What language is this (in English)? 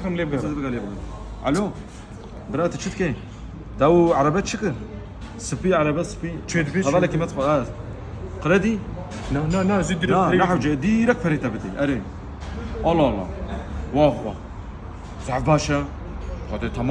Kurdish